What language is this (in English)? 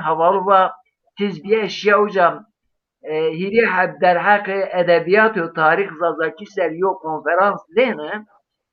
Zaza